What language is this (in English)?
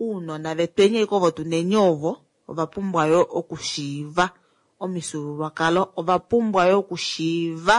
Kuanyama